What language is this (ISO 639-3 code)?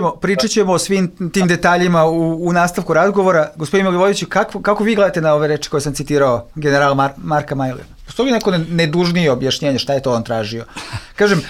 bos